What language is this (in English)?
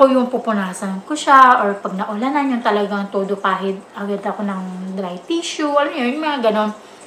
Filipino